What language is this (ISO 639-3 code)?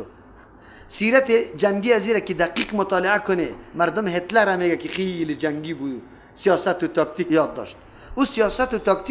fas